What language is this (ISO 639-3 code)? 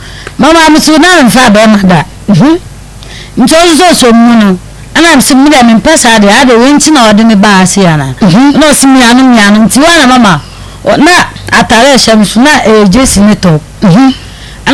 aka